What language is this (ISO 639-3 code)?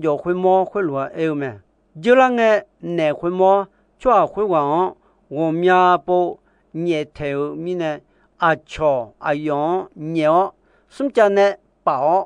ahk